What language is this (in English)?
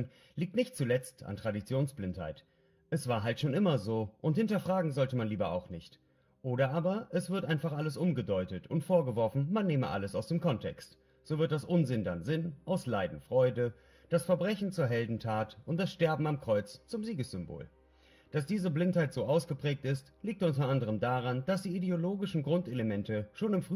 German